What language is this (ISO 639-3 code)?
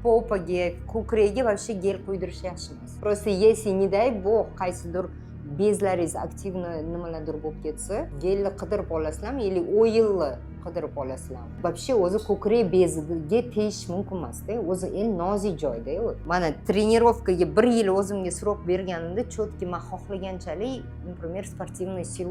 uzb